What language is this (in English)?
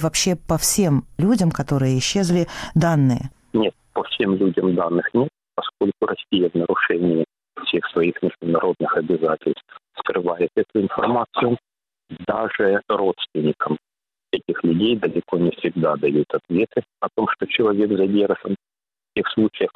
Russian